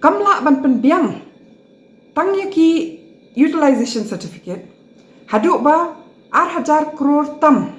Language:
Khasi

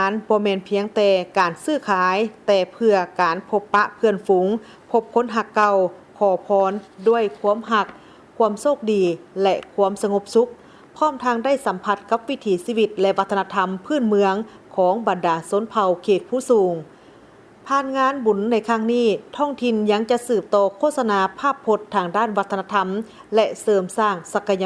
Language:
Lao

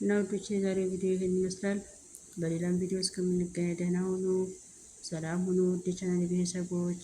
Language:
Amharic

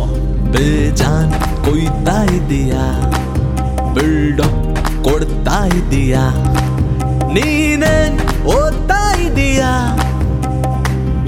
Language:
Kannada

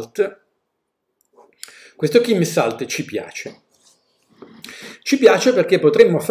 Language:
Italian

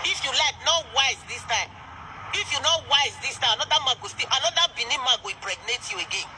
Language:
Nigerian Pidgin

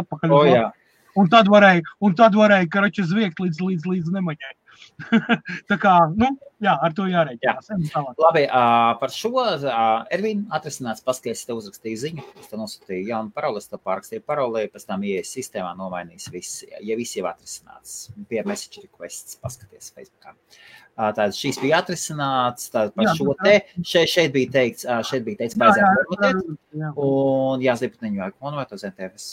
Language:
Latvian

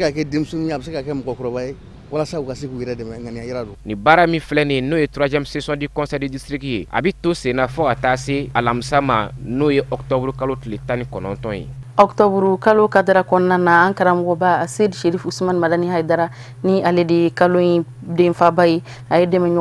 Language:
Bambara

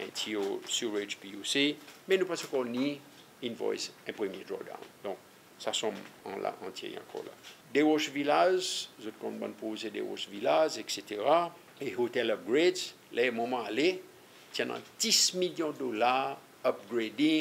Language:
Seselwa Creole French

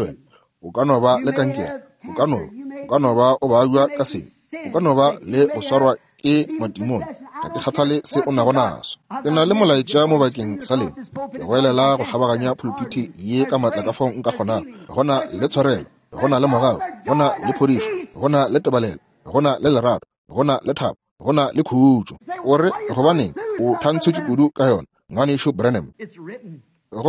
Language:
Northern Sotho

